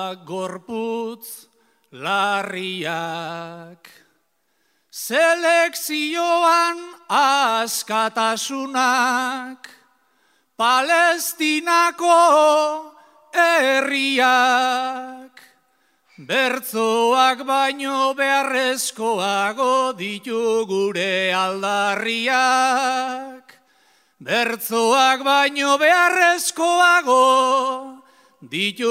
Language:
Basque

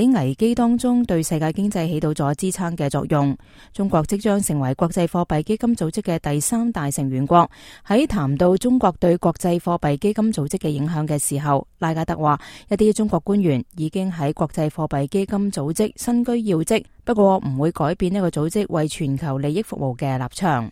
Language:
Cantonese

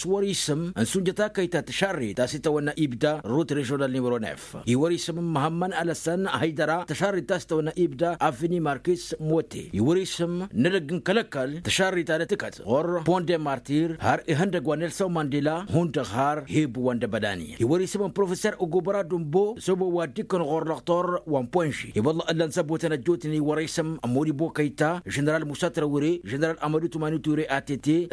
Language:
Tamasheq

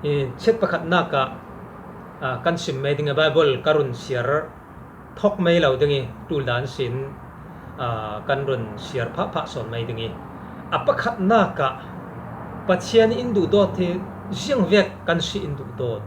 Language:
Falam Chin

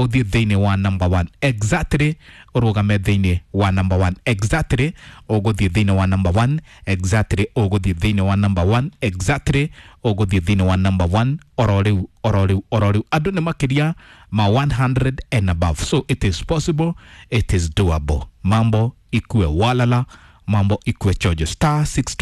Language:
Kikuyu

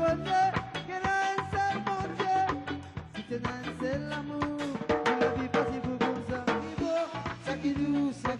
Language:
Morisyen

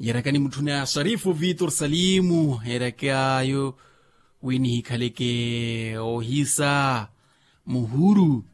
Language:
Makhuwa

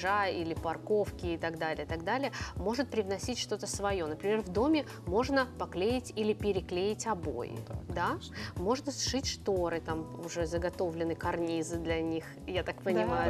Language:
Russian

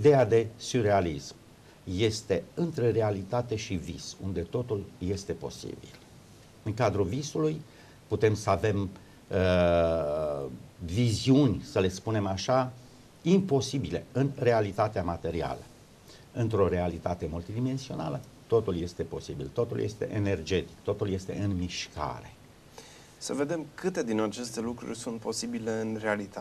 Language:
Romanian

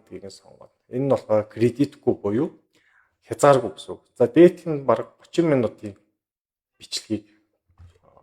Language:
Mongolian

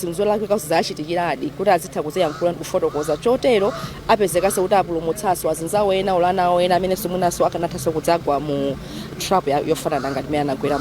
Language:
Nyanja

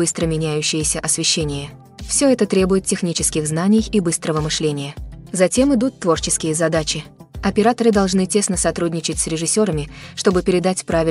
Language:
Russian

